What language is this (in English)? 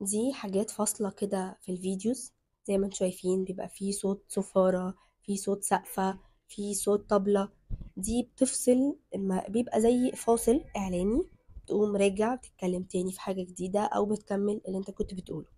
Egyptian Arabic